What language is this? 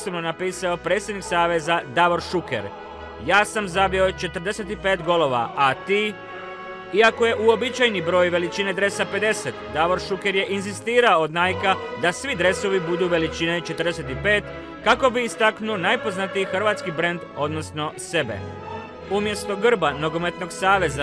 Croatian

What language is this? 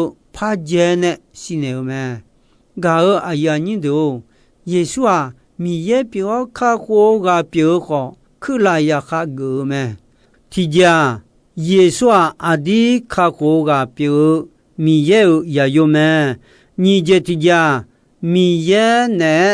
Akha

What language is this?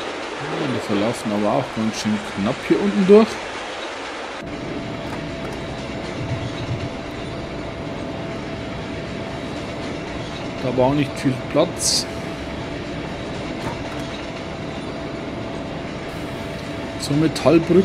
German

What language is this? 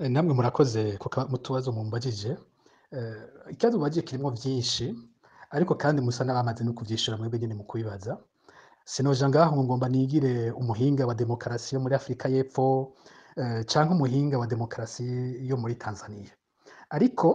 Rundi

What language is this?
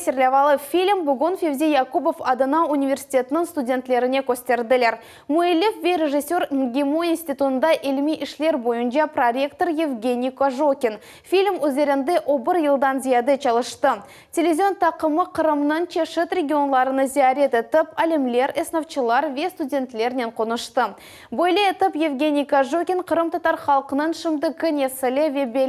Crimean Tatar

